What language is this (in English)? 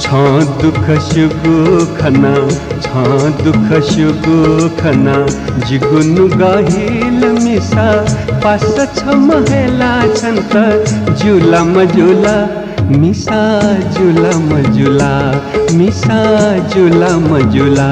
Newari